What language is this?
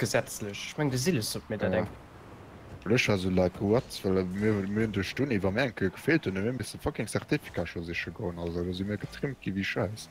Luxembourgish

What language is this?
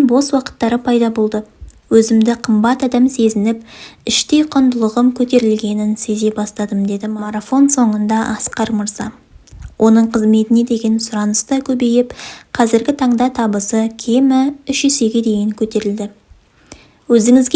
Kazakh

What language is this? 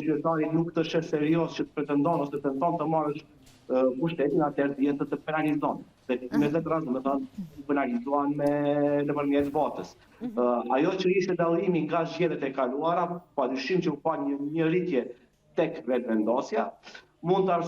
Albanian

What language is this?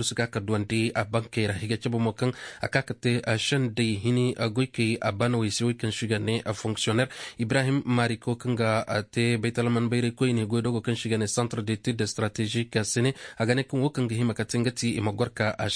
Koyraboro Senni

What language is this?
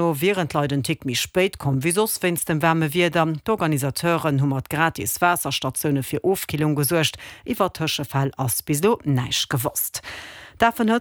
Luxembourgish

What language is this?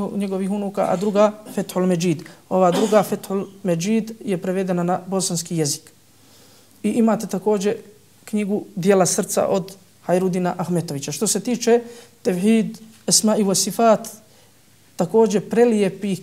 Bosnian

